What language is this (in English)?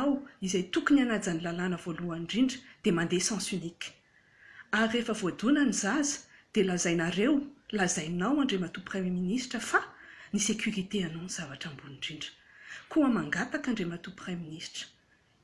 Malagasy